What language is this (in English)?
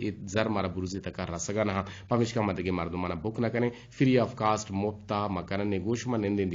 Eastern Balochi